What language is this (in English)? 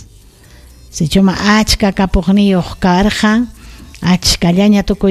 Ayacucho Quechua